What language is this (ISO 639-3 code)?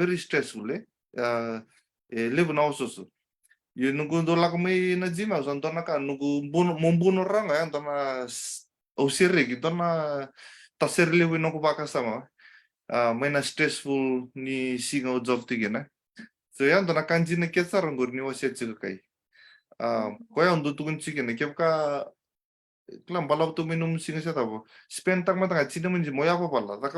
fij